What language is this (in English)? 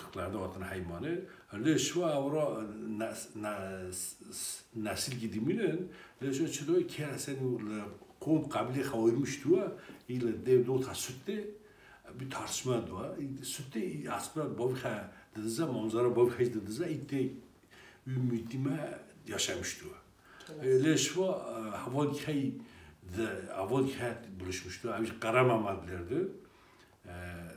Kurdish